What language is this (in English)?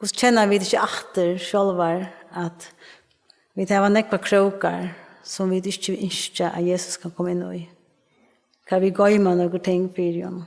Faroese